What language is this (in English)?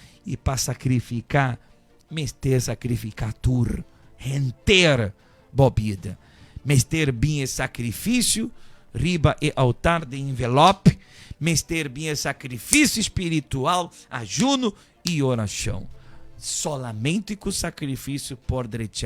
Papiamento